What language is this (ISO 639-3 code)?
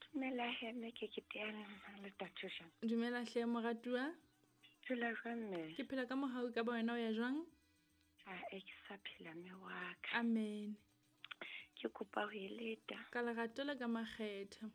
sot